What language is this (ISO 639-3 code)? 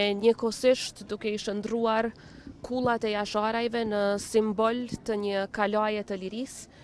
sqi